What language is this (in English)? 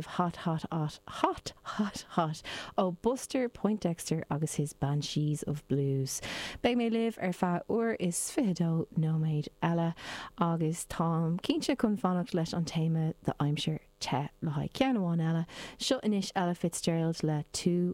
Irish